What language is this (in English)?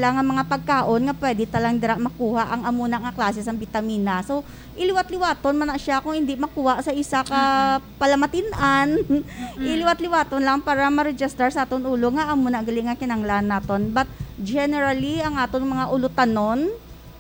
Hiligaynon